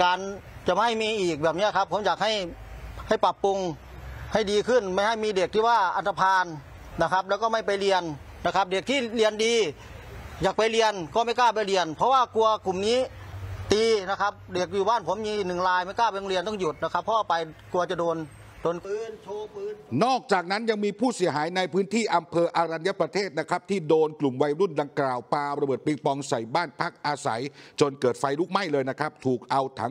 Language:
Thai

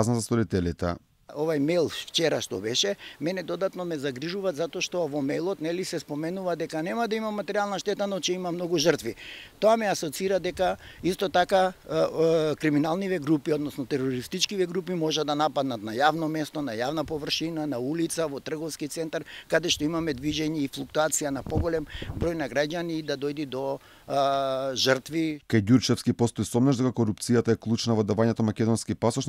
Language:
Macedonian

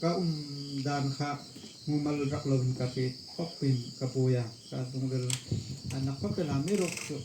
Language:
Hmar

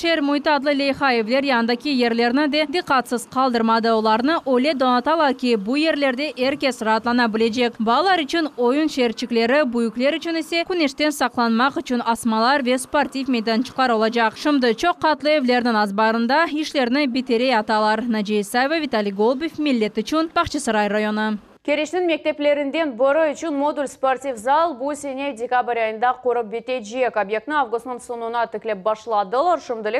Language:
Crimean Tatar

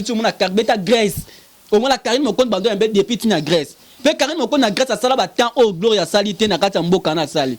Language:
Lingala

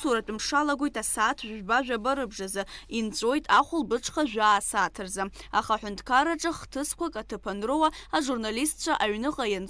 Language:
Abkhazian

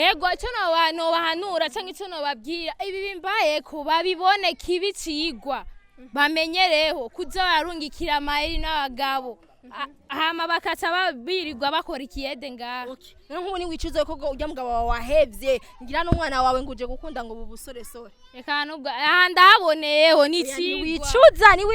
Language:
Rundi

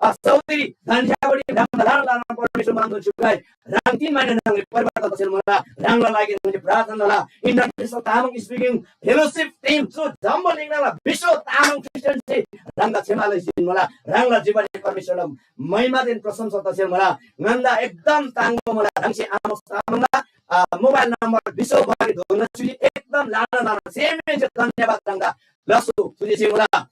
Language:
Eastern Tamang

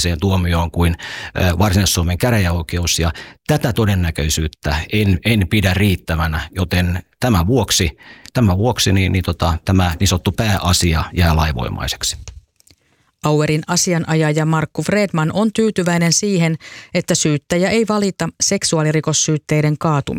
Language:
Finnish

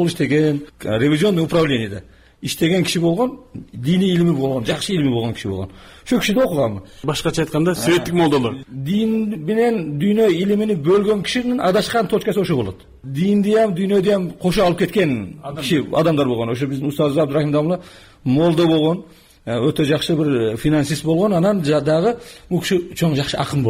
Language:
Kyrgyz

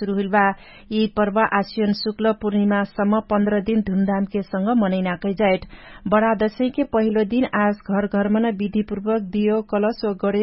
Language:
Dangaura Tharu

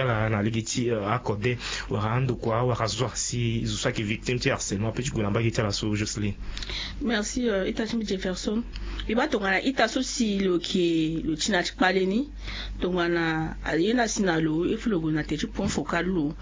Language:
Sango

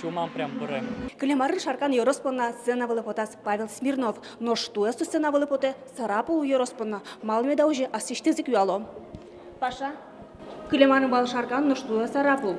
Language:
Udmurt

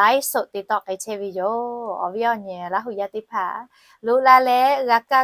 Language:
Lahu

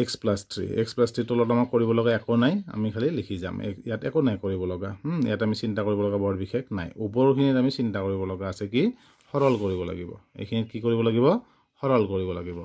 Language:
Assamese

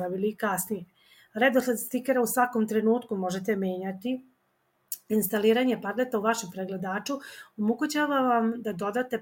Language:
Serbian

